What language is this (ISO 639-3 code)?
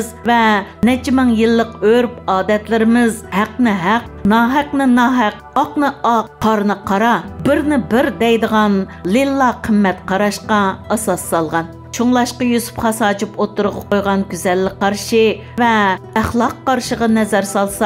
uig